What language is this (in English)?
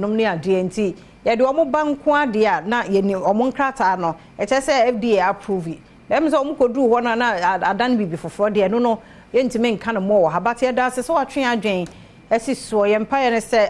Akan